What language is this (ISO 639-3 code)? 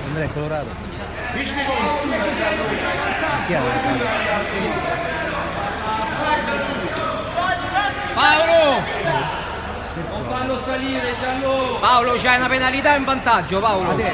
ita